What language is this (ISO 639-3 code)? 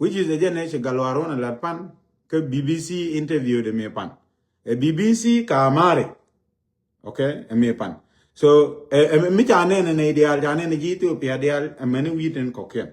nus